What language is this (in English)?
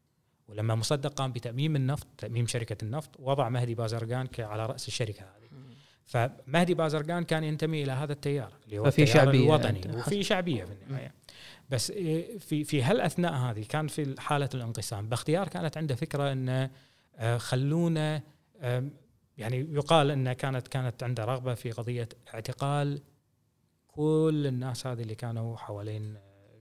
Gulf Arabic